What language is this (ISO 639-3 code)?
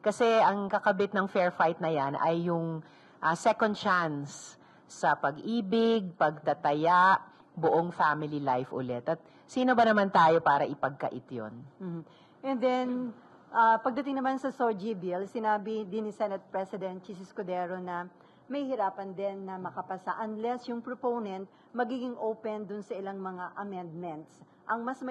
fil